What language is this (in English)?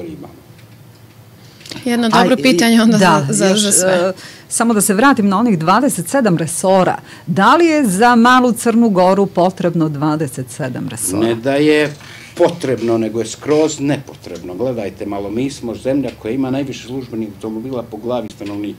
Serbian